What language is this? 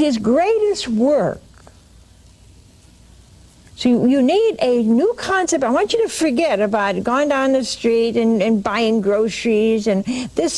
English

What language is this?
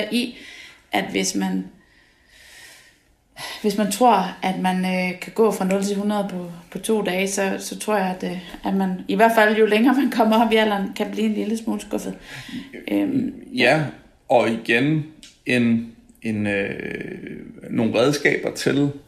Danish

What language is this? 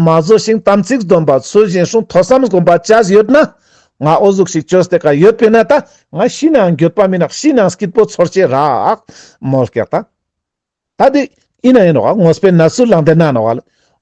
Ladakhi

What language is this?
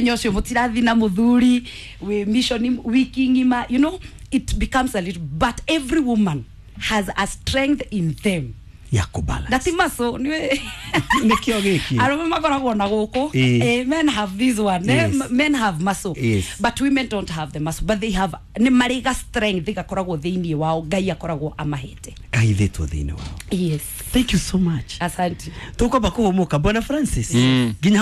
Kikuyu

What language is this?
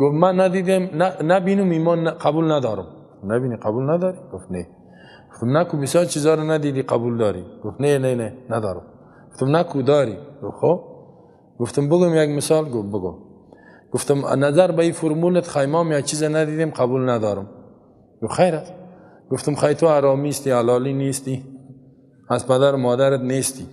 Persian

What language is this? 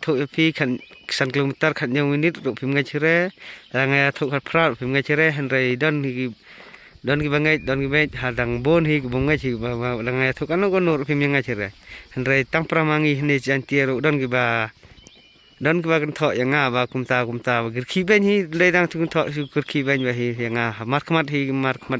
Khasi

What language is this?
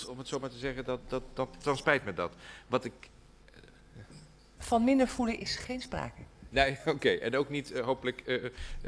Dutch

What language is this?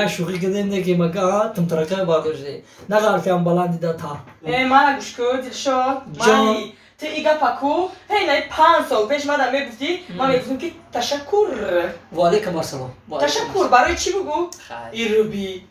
Tajik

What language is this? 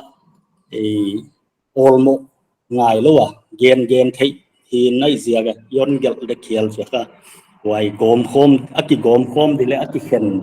Paite Chin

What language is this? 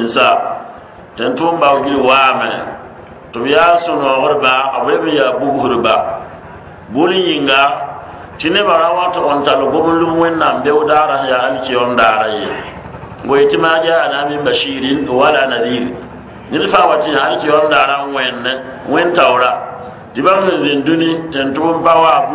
Mossi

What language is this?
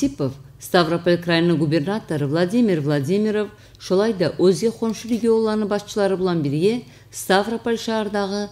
Kumyk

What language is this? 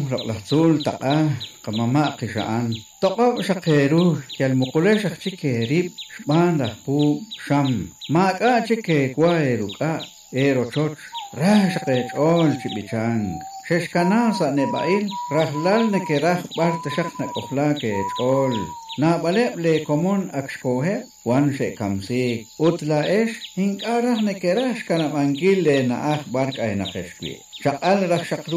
Kekchí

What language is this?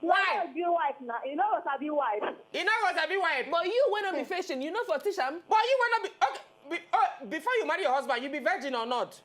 Nigerian Pidgin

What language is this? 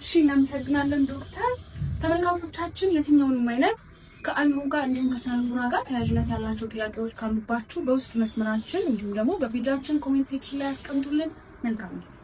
Amharic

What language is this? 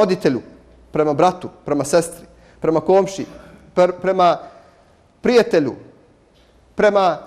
Bosnian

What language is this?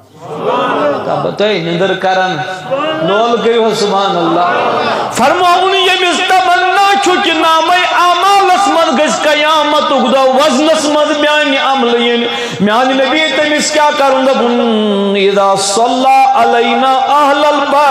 Kashmiri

